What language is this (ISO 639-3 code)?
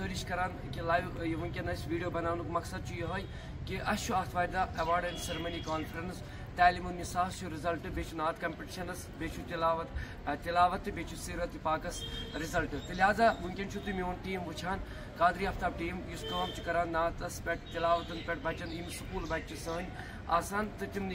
kas